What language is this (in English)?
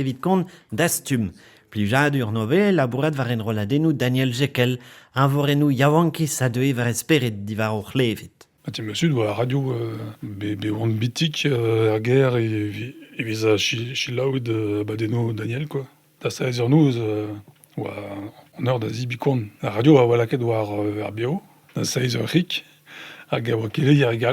Breton